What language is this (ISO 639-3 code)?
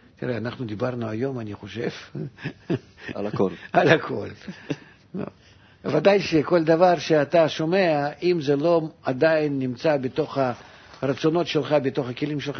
heb